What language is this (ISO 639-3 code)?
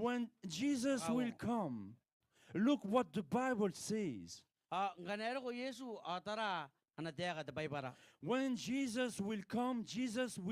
gil